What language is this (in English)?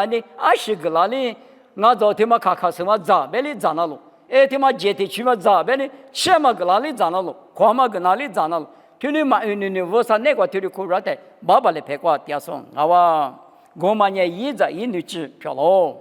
Lisu